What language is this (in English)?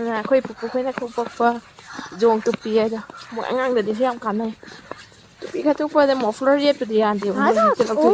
Manipuri